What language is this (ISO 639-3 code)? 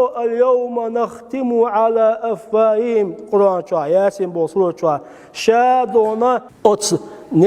che